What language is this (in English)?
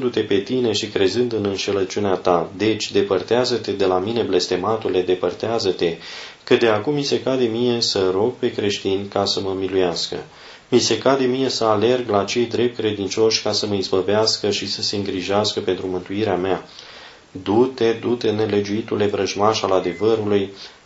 Romanian